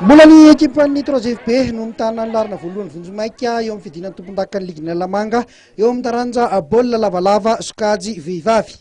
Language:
Malagasy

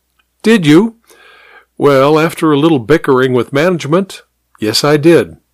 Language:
English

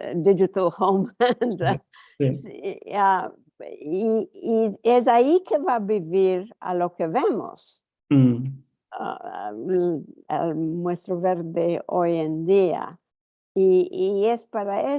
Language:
Ladino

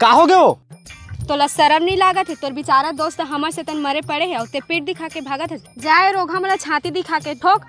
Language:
Chhattisgarhi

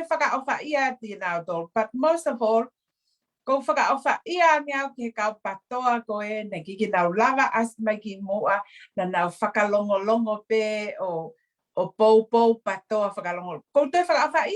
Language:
Tongan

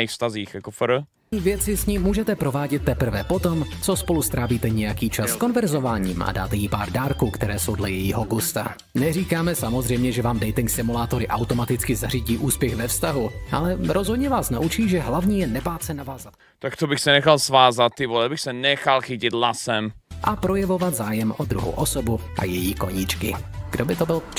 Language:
Czech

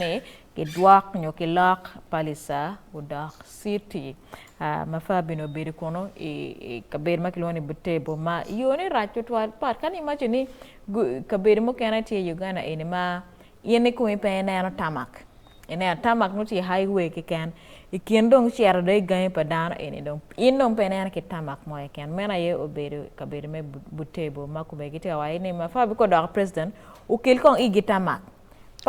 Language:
Acoli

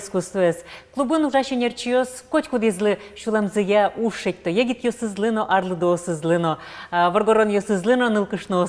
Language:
Udmurt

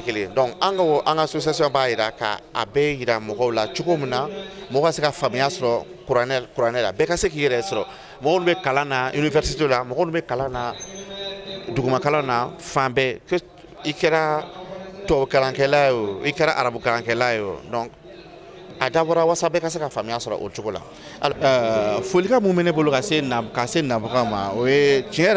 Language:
Bambara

